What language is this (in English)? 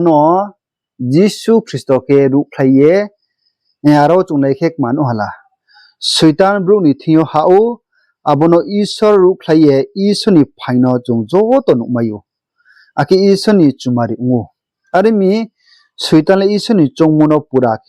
Riang (India)